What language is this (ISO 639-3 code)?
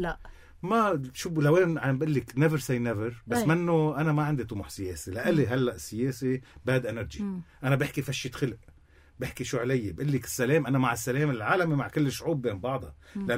apc